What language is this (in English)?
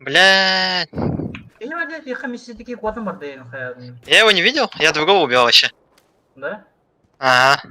Yakut